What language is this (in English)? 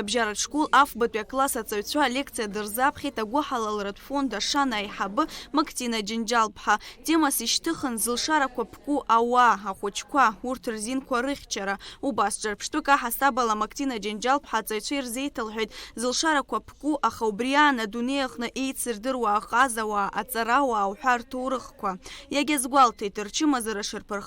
Abkhazian